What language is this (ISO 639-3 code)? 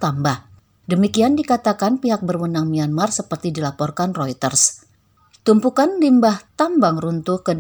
ind